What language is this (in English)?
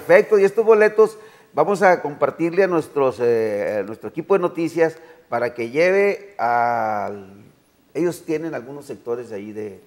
Spanish